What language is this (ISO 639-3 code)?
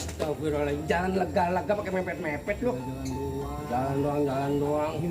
bew